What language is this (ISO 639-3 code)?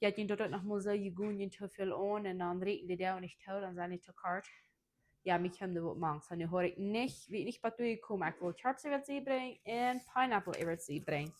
pdt